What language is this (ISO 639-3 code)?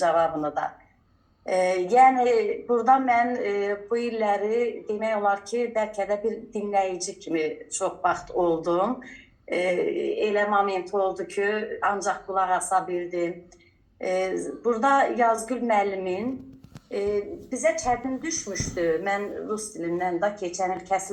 aze